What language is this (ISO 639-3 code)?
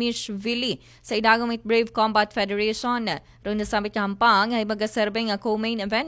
akl